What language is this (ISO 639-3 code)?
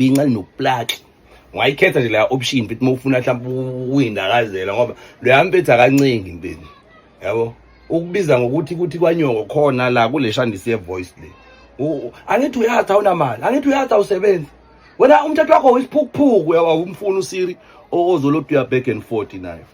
zul